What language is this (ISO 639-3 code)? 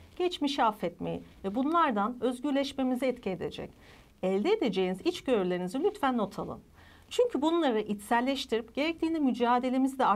tur